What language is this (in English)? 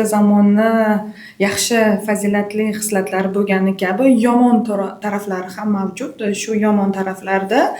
Uzbek